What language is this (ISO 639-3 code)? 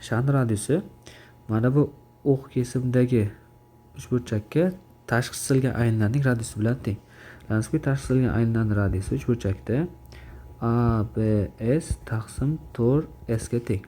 uzb